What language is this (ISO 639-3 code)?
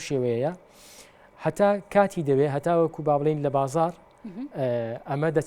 ckb